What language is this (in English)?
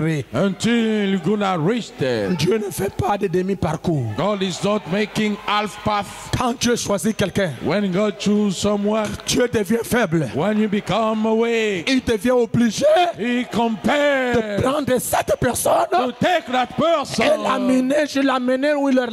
French